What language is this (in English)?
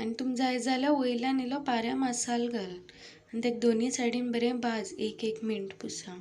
Konkani